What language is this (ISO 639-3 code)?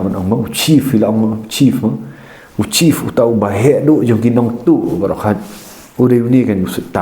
kha